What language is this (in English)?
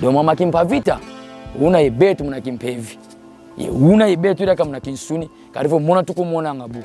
Kongo